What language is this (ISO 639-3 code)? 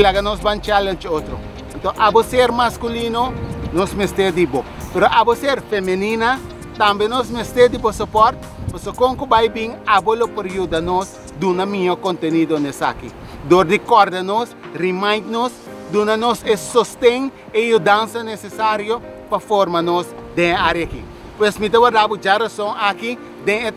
pap